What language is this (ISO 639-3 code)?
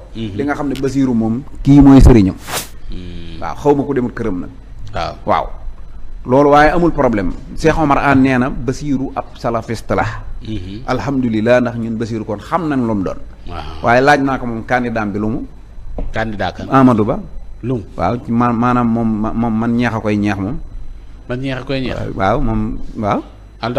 wol